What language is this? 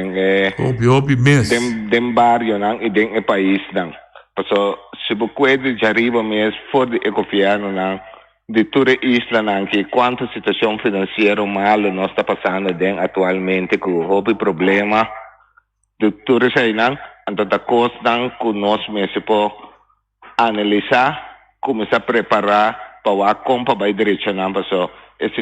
Papiamento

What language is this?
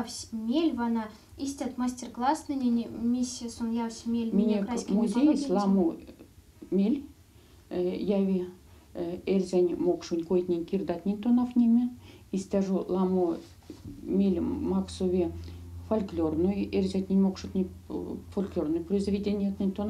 Erzya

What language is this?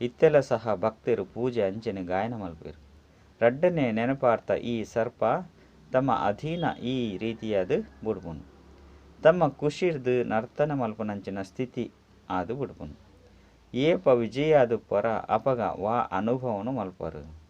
Tulu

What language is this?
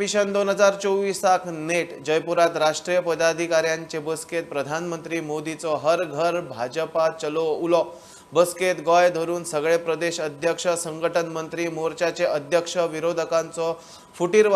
Konkani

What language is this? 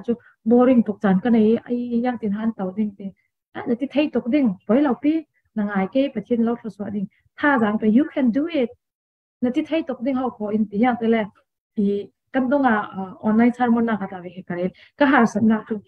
Falam Chin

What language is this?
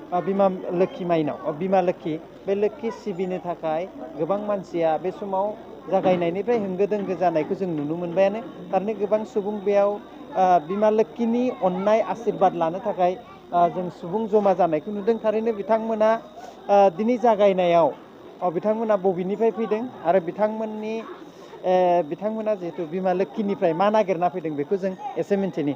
Bodo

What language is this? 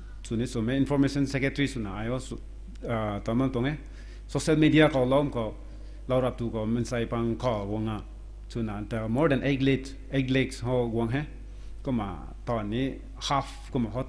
Rongmei Naga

